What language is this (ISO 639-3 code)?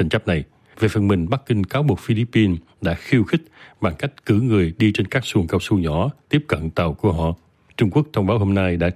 vie